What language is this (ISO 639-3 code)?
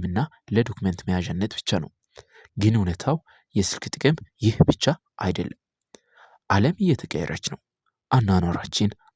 amh